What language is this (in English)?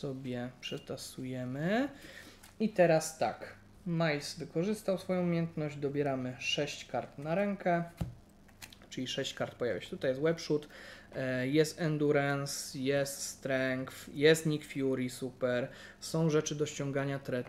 Polish